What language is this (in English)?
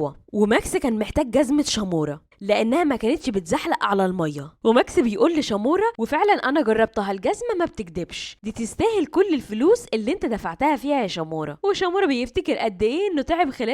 Egyptian Arabic